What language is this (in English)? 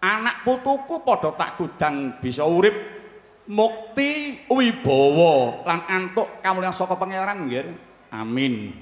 Javanese